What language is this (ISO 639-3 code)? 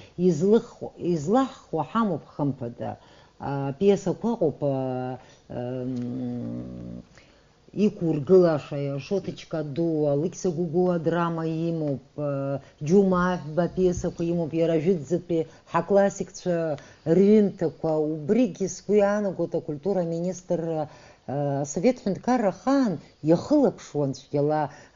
abk